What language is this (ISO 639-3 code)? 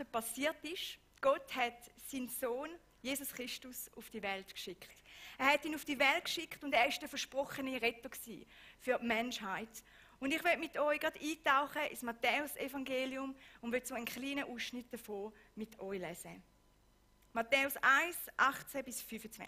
gsw